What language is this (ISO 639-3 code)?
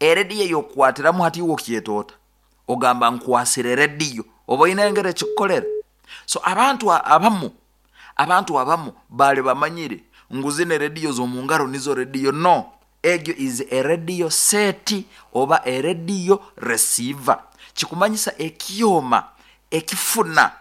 nyo